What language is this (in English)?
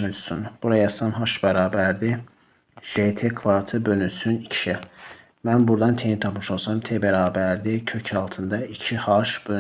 Azerbaijani